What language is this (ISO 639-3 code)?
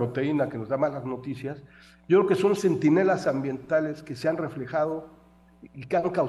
spa